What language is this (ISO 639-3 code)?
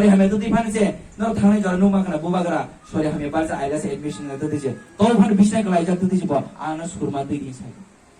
trp